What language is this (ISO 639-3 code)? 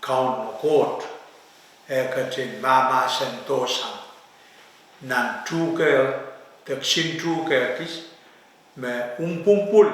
pon